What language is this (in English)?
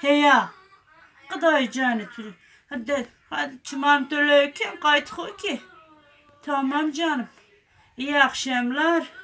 Zaza